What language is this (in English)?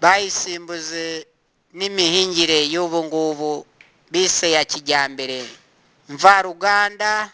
Kinyarwanda